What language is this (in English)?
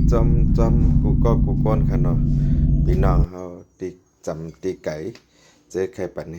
Shan